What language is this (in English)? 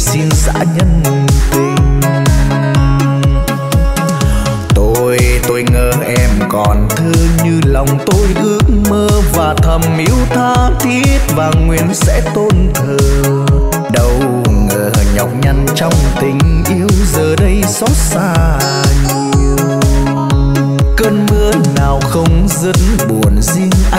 Vietnamese